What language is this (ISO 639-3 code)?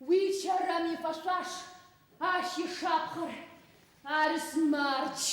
ady